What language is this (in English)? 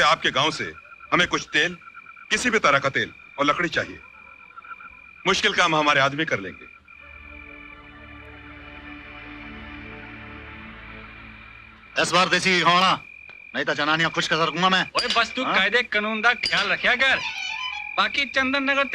Hindi